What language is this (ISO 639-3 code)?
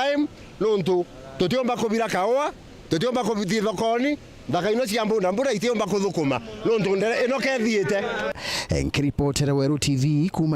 mer